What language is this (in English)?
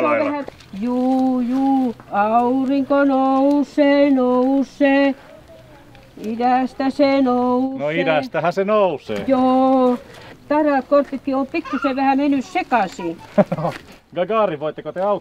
Finnish